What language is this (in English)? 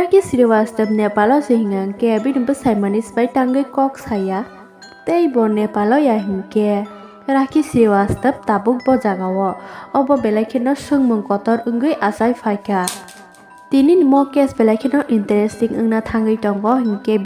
Kok Borok